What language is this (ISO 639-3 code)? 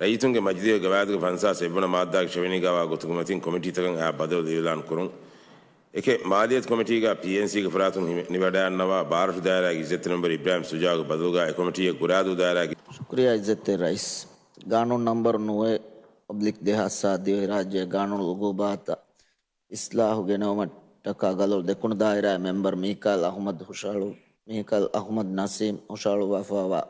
div